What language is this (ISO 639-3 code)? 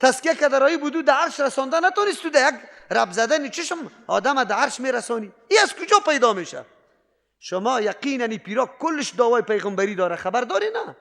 fas